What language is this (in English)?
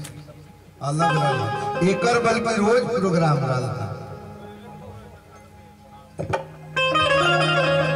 Bhojpuri